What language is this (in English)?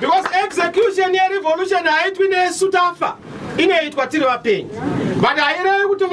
Shona